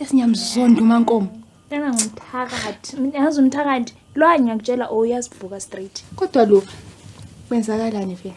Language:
North Ndebele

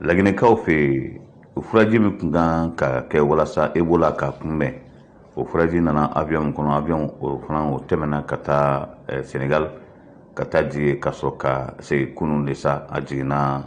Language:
Bambara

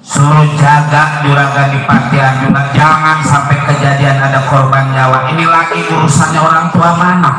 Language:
Betawi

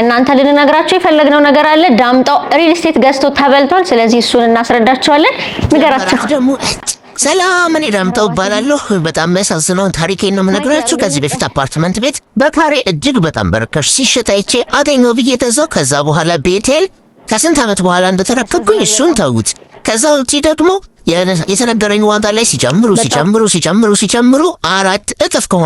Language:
Amharic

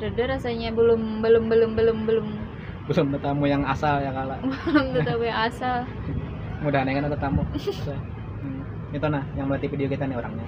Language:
Banjar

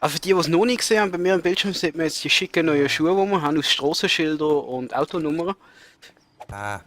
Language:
Swiss German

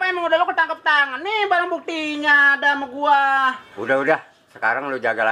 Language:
Betawi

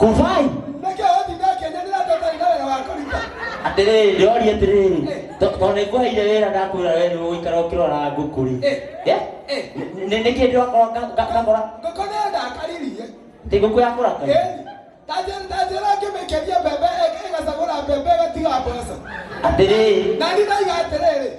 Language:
Kikuyu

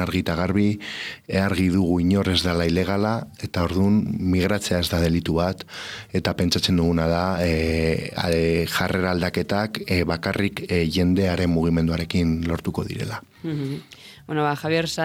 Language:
Basque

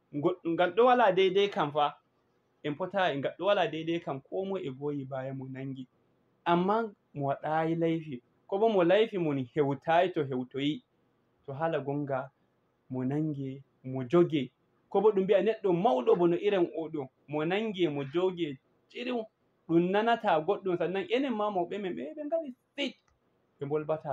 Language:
Fula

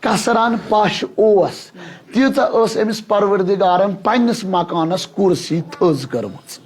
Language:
Kashmiri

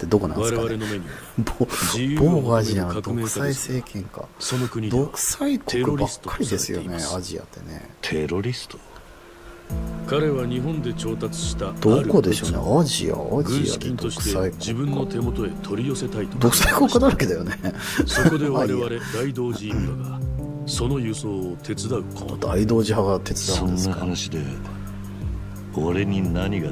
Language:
Japanese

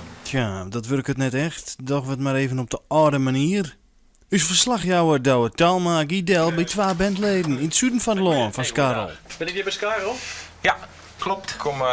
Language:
Western Frisian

